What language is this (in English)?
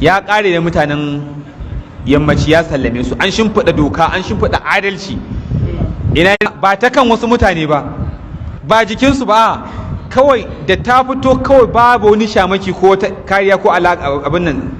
Hausa